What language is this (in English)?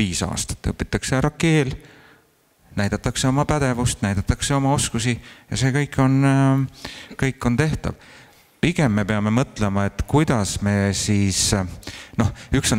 Estonian